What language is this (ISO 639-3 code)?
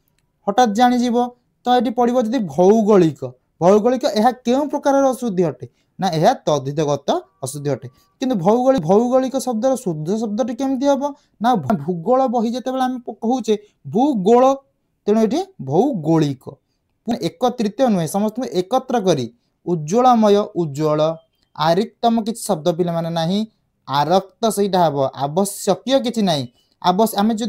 ori